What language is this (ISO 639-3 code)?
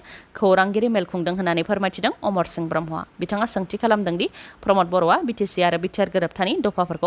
brx